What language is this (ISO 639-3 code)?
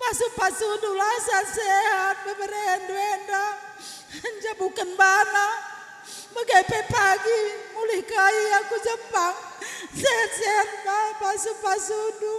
btx